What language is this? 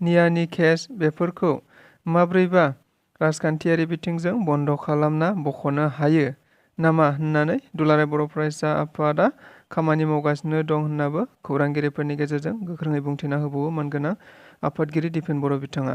Bodo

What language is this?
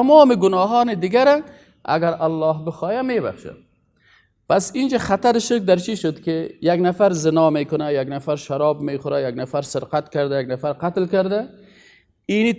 Persian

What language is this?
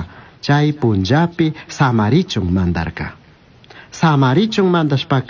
Chimborazo Highland Quichua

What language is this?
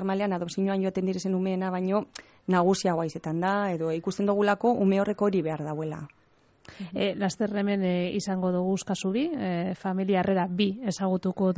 Basque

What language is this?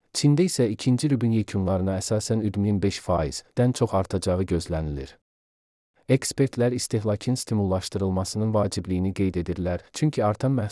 Azerbaijani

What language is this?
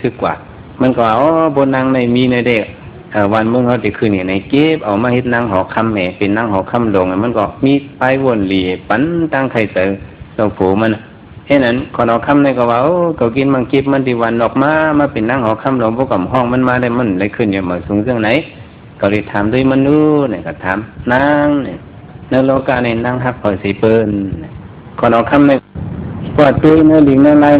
Shan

